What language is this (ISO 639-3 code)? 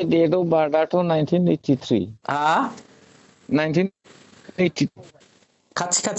brx